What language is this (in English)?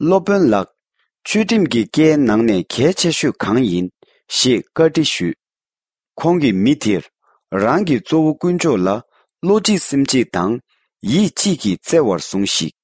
Tibetan